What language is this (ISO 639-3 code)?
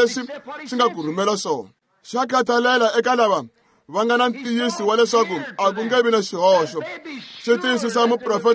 tso